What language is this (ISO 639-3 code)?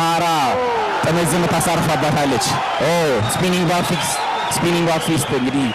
amh